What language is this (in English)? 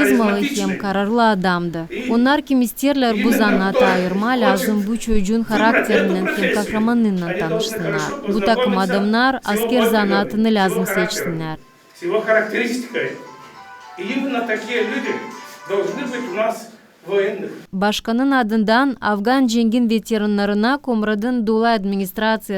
Gagauz